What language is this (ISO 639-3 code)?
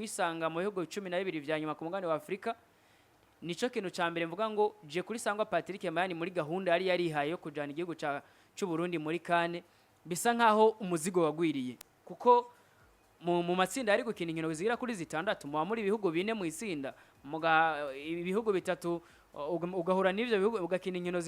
run